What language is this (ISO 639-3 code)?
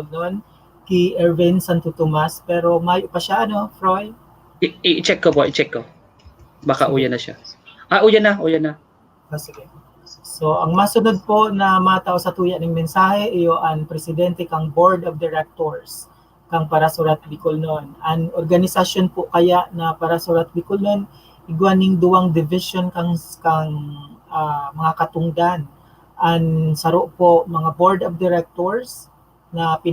bik